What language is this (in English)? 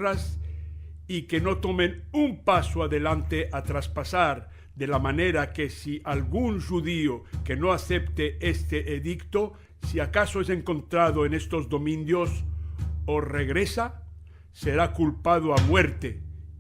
Ladino